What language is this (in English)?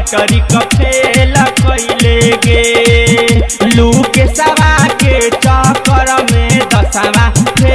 Bhojpuri